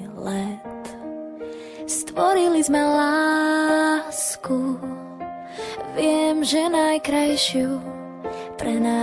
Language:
Slovak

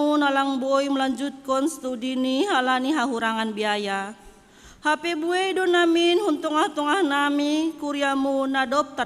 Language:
Batak Simalungun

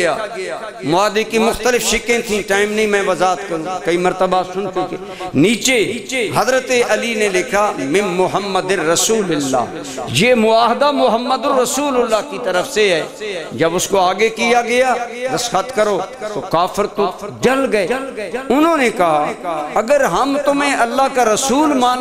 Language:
Urdu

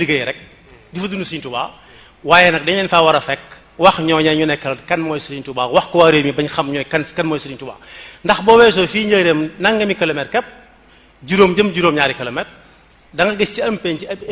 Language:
Wolof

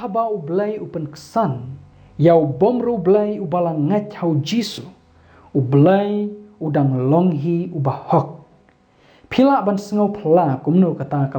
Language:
Khasi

